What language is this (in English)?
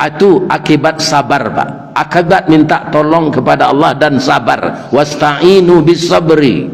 Minangkabau